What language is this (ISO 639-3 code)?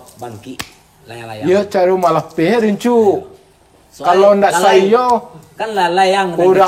min